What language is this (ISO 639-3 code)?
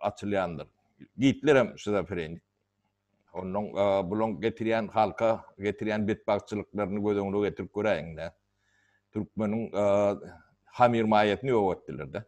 tuk